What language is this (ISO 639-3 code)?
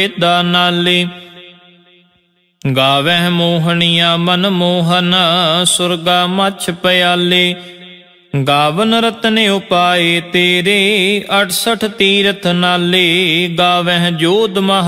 pan